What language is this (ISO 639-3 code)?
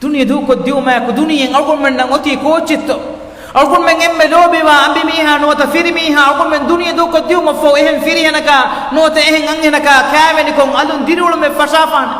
div